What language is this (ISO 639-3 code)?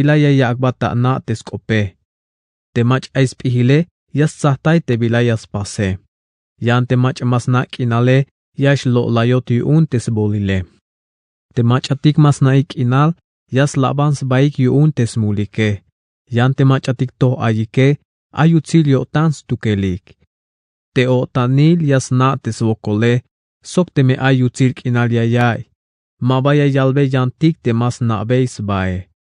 tzh